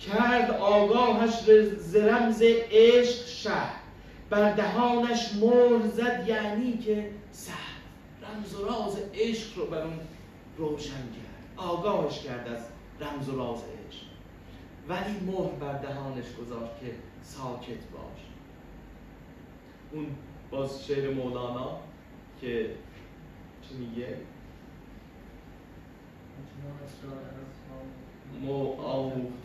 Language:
Persian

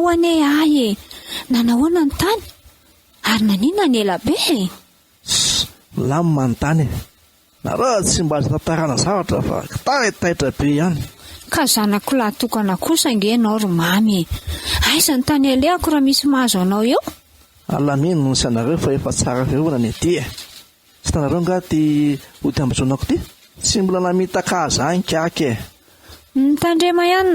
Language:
Malagasy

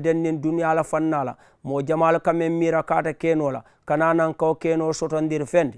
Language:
Mandingo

